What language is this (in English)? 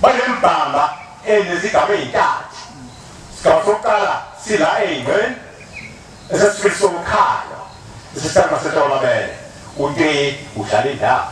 Zulu